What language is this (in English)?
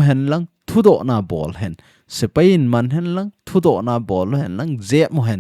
Thado Chin